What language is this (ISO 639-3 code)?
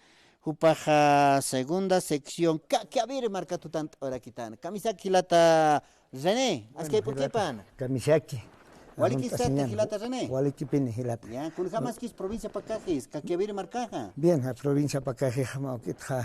aym